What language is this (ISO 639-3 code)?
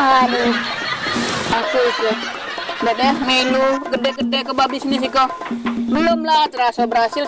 mui